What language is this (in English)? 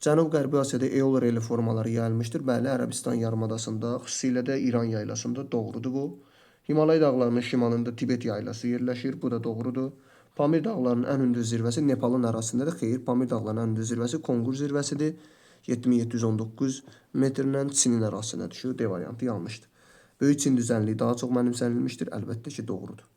Azerbaijani